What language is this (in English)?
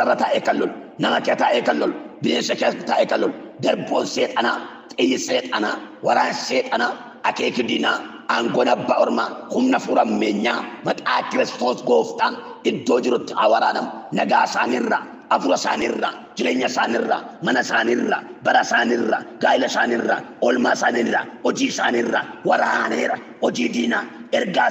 Oromo